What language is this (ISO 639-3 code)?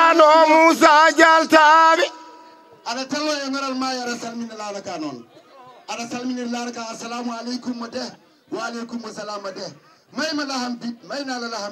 ful